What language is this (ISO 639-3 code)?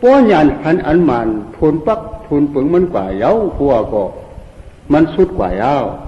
shn